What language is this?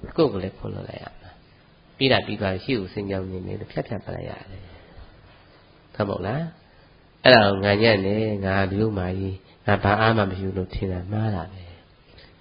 Burmese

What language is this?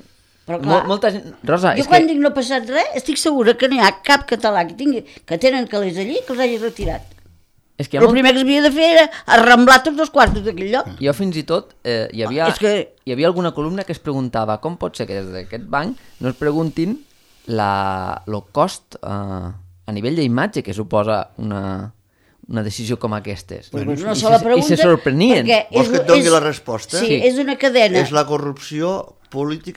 Catalan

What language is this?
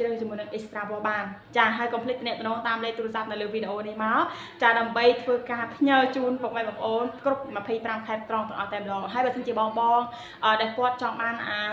Khmer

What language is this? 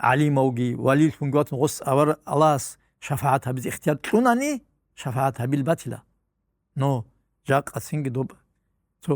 Avaric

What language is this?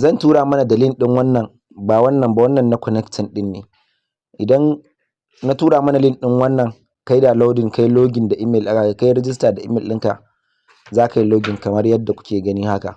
Hausa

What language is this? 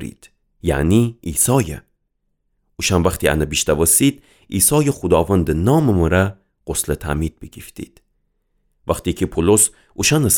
Gilaki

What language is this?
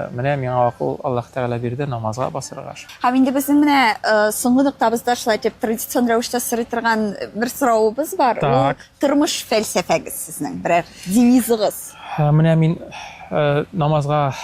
Tatar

